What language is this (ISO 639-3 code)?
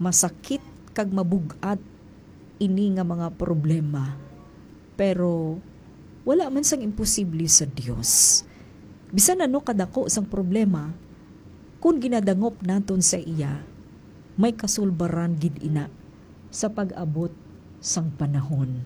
hil